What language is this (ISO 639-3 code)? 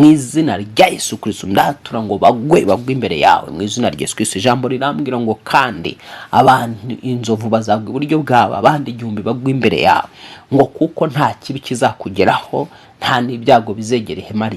kin